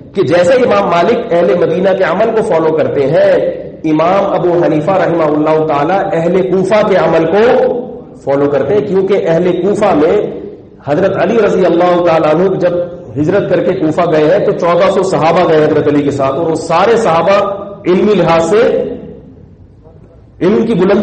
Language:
Urdu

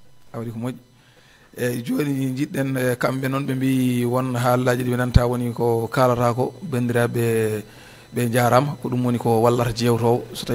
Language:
Fula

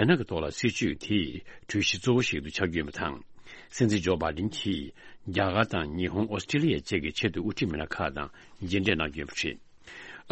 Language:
Tibetan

